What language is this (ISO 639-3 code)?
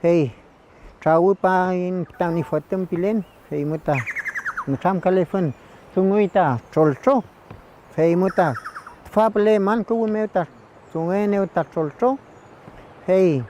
arn